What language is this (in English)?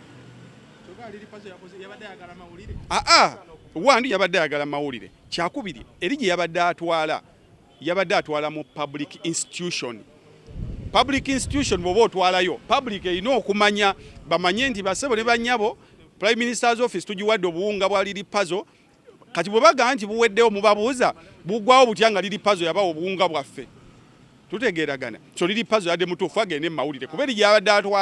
Ganda